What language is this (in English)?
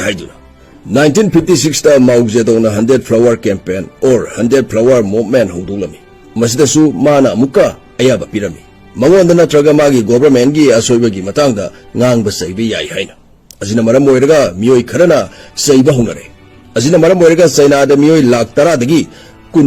Manipuri